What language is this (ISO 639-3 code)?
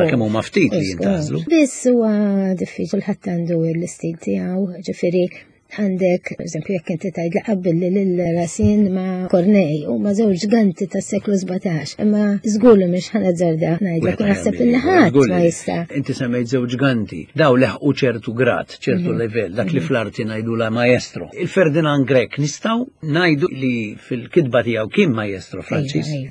mlt